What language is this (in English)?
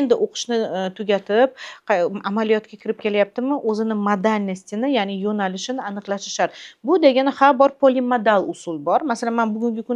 Uzbek